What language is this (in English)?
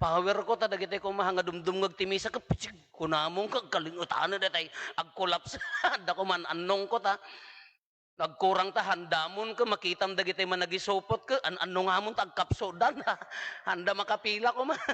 Iloko